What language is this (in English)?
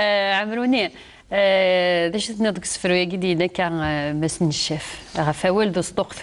Kabyle